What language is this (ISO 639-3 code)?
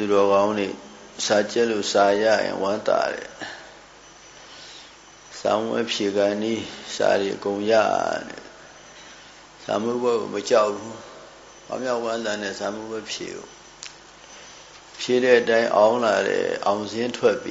mya